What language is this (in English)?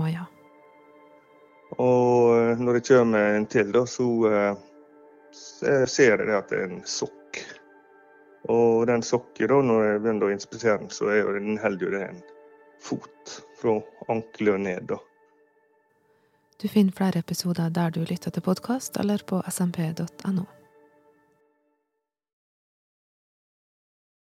Norwegian